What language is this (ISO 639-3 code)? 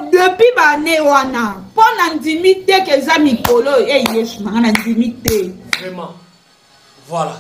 lin